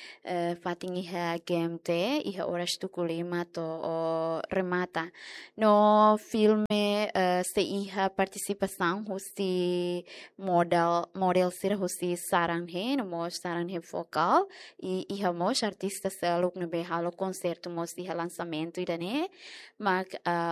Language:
Tetum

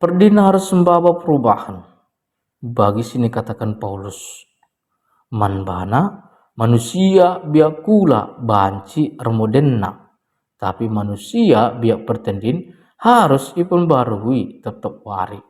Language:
Batak Karo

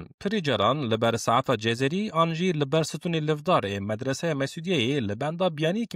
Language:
Kurdish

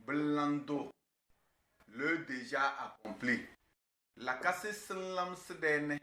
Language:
Tem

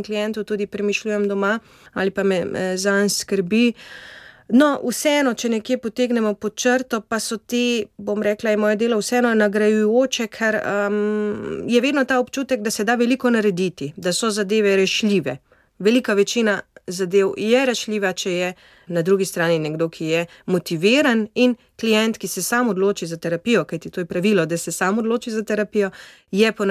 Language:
Slovenian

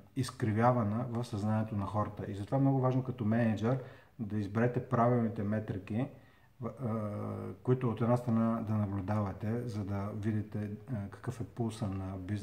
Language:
Bulgarian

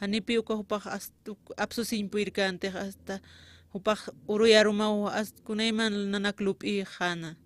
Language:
Aymara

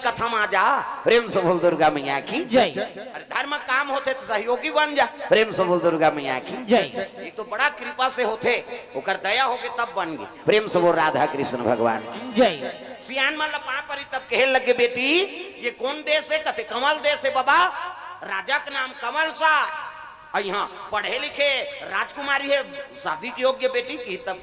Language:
Chhattisgarhi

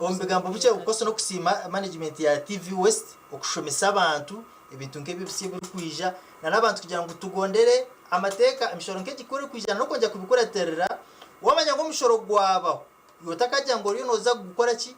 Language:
Nyankole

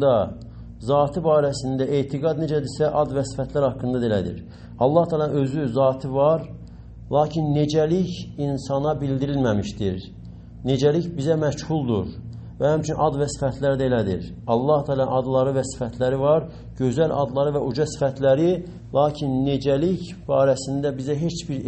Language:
Azerbaijani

